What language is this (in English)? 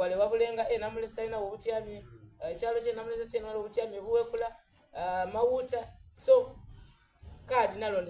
Soga